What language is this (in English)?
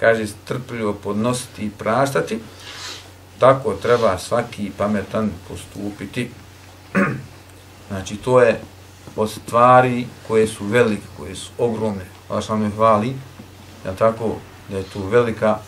Bosnian